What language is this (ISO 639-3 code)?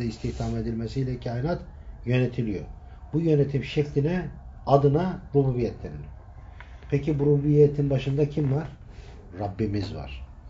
tur